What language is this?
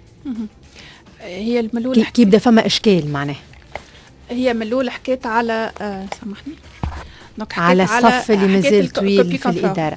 Tunisian Arabic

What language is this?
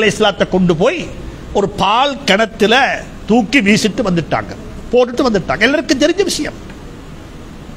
Tamil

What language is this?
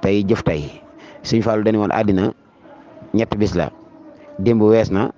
Wolof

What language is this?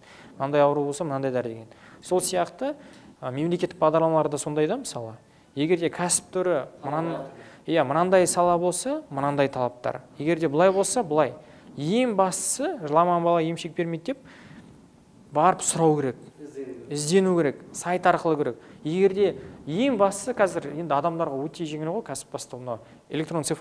Kazakh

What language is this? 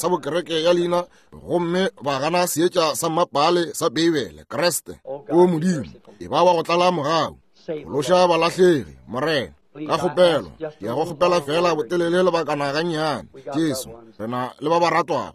Northern Sotho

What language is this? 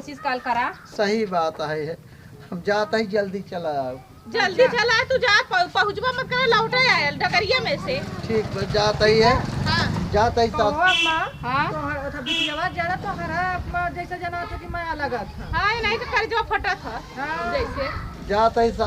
Awadhi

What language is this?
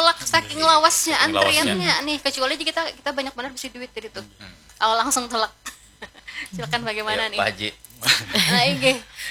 Banjar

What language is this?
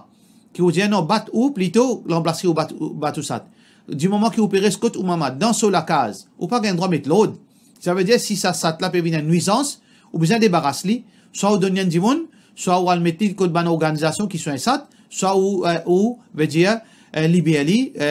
Morisyen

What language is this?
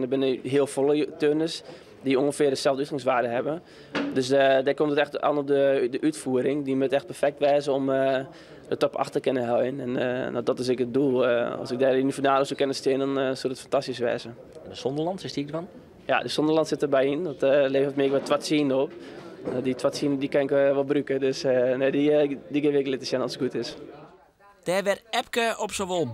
Western Frisian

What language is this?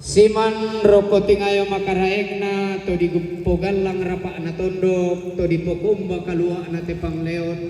Toraja-Sa'dan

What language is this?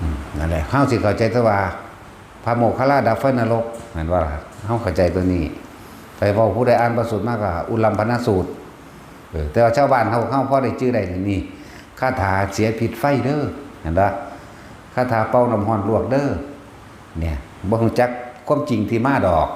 Northeastern Thai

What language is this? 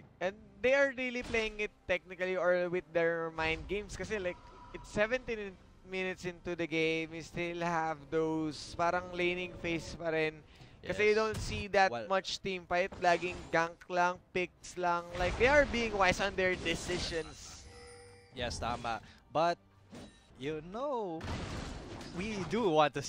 Filipino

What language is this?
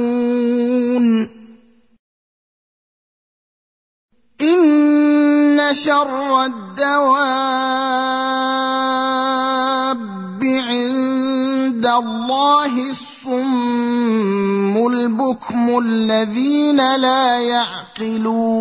Arabic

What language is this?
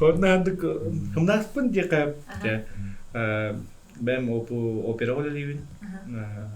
Yakut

